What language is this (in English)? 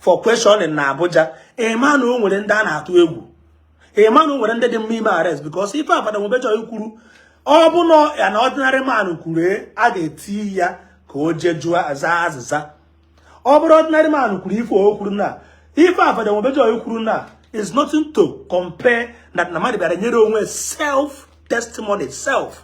Igbo